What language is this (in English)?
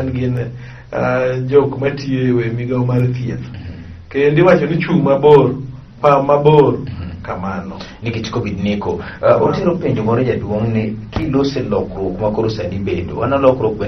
Luo (Kenya and Tanzania)